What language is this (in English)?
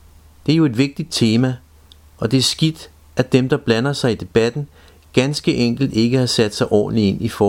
Danish